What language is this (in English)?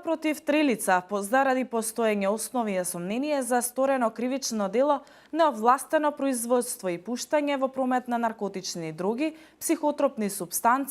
Macedonian